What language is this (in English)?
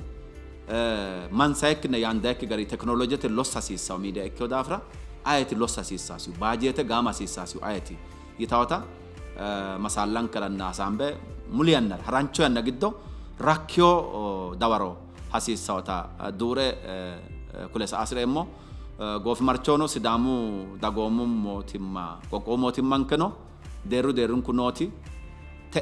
Sidamo